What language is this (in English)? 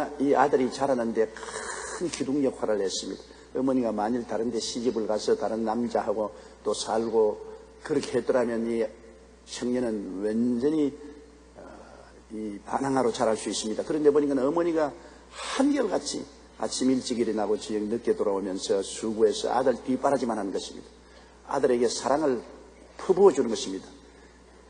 Korean